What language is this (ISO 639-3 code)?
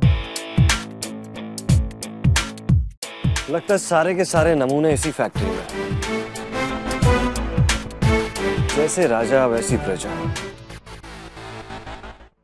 hin